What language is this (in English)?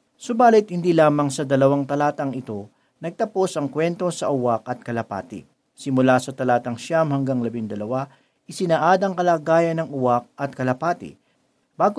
Filipino